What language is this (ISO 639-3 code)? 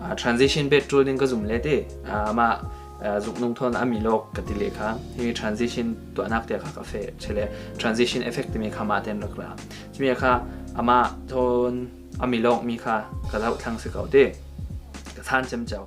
cfm